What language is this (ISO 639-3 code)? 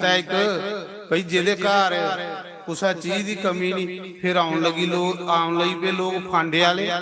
doi